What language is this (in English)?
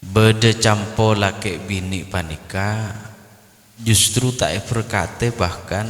Madurese